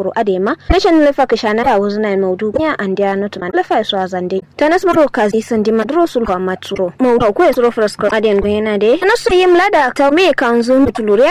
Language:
Kanuri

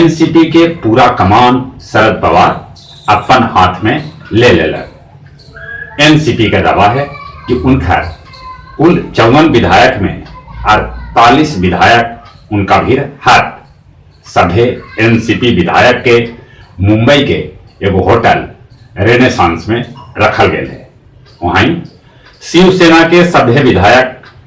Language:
Magahi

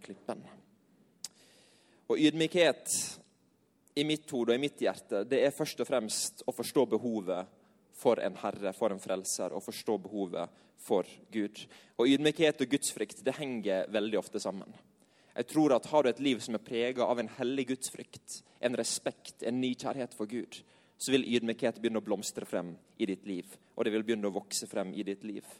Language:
Norwegian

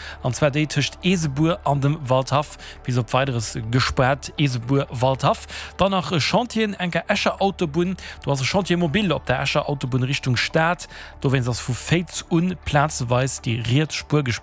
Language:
Luxembourgish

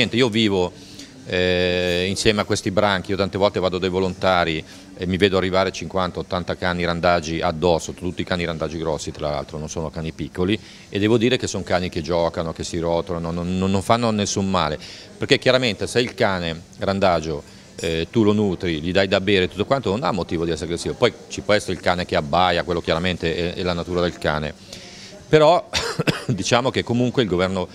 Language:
Italian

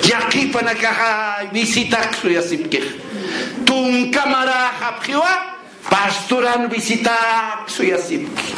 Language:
Aymara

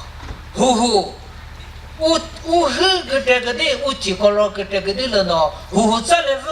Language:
Chokri Naga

